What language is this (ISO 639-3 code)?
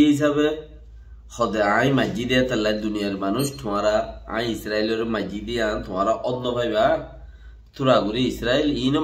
rhg